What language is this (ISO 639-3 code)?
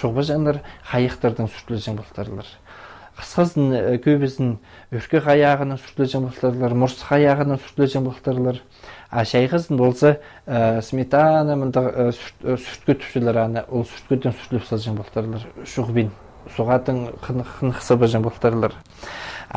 kjh